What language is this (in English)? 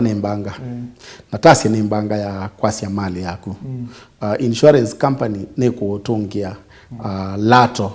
Kamba